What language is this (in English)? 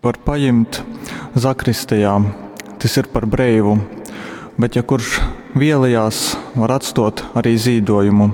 Latgalian